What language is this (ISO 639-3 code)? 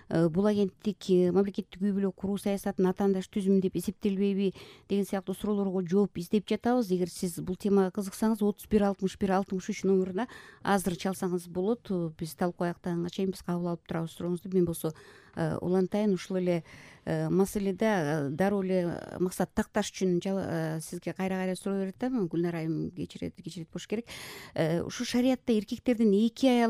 kir